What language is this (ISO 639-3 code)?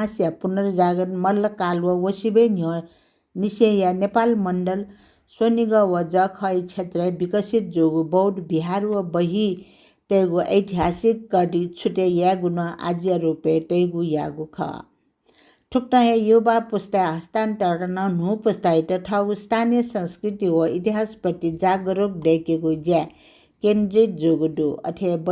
new